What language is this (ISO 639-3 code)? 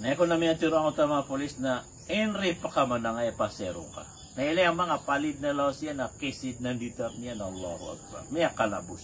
mrw